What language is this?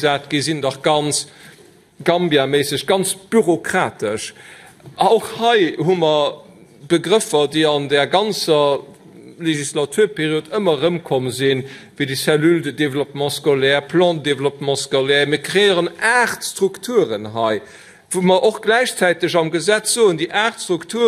Luxembourgish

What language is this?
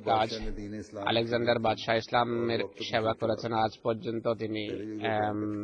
Bangla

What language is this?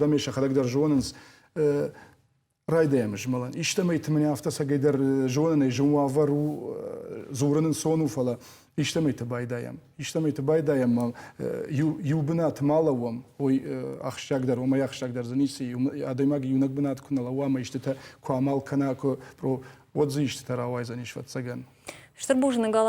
Ossetic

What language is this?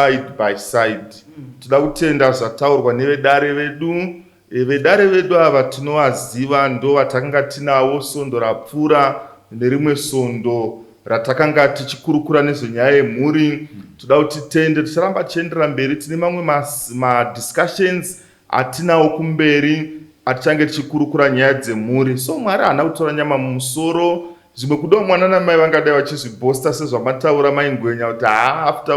Shona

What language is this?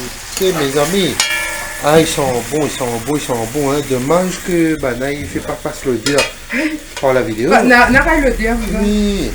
Réunion Creole French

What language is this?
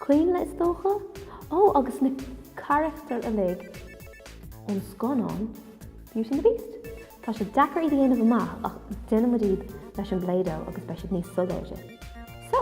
Irish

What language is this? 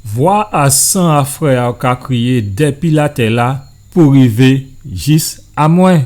Guadeloupean Creole French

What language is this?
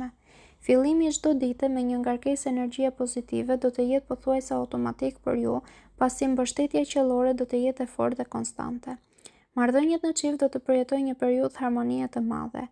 Albanian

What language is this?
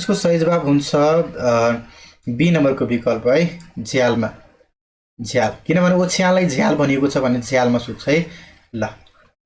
Nepali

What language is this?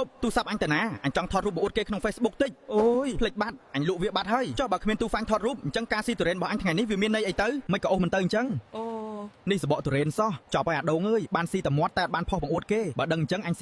Khmer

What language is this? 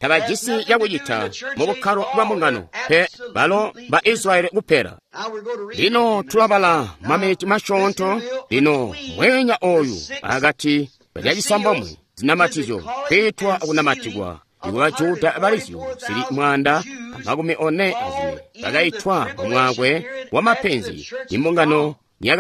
Tonga (Zambia)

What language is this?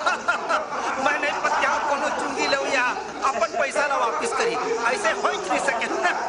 Chhattisgarhi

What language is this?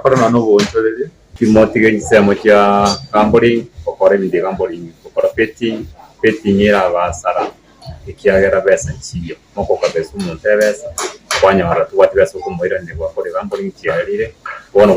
Gusii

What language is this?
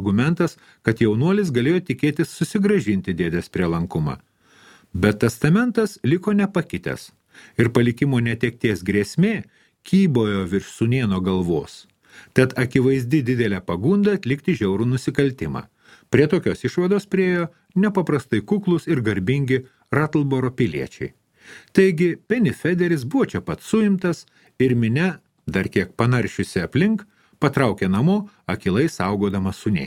Lithuanian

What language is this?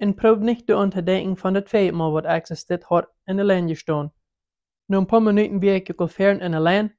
Plautdietsch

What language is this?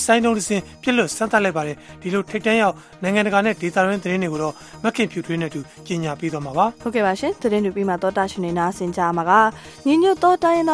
Burmese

